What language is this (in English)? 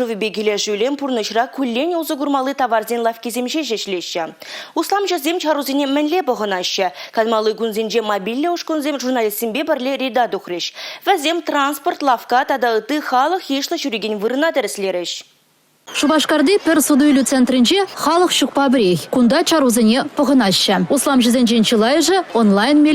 Chuvash